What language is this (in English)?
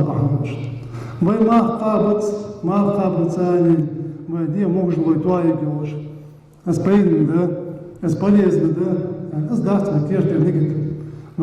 Ingush